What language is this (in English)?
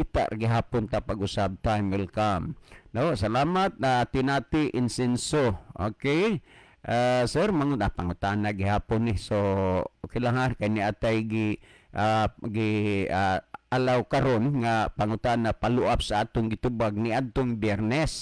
Cebuano